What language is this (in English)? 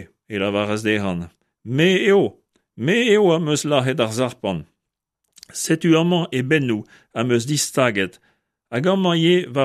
Breton